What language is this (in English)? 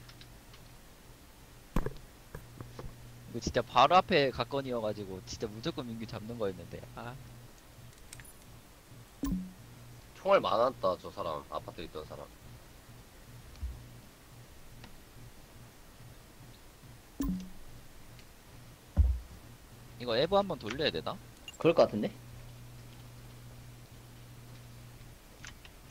Korean